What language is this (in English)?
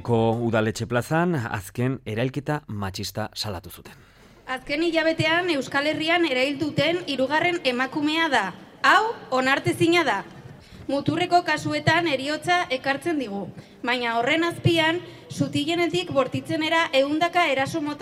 Basque